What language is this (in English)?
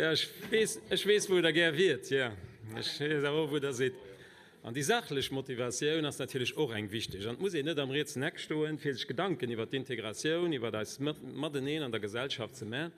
Luxembourgish